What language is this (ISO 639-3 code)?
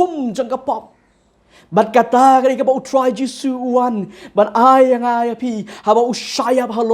kha